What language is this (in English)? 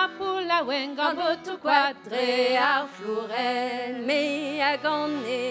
Breton